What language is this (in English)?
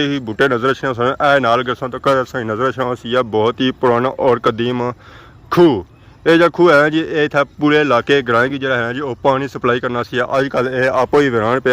Pahari-Potwari